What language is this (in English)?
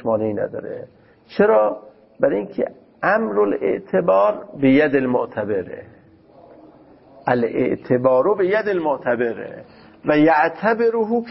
Persian